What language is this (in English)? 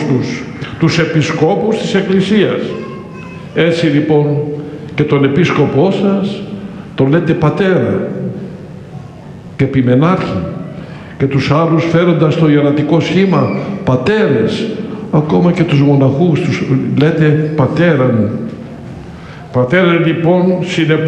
Greek